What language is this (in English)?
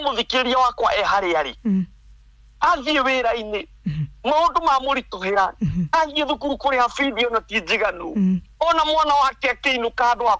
Kikuyu